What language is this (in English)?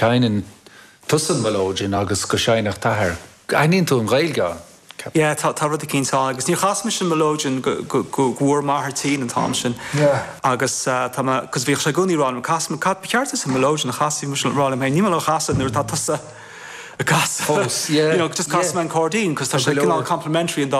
Irish